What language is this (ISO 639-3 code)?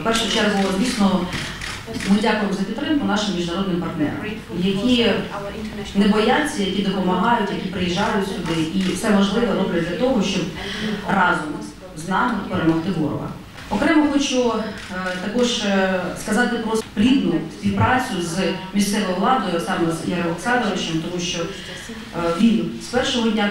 ukr